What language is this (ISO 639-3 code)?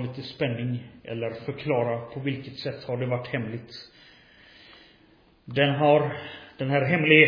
swe